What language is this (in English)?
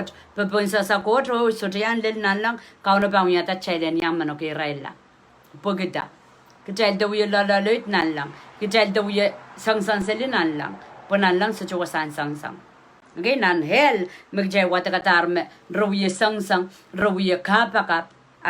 Pohnpeian